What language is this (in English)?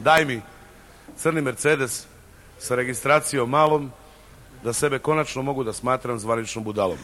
Serbian